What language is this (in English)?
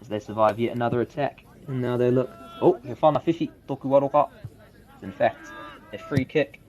Māori